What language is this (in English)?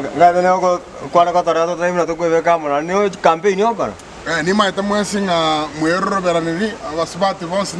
Gusii